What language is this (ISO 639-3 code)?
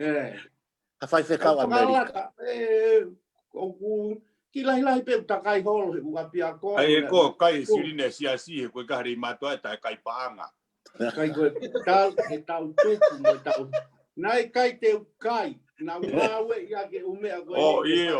ton